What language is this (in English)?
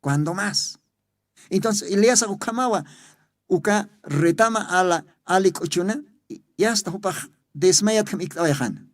Aymara